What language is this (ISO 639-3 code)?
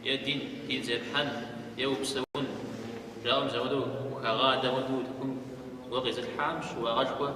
kbd